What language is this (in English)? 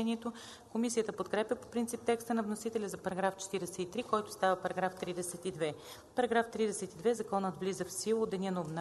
Bulgarian